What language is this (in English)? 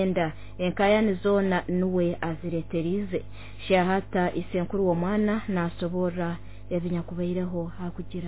Nyoro